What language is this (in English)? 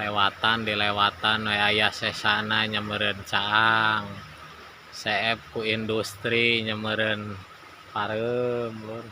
Sundanese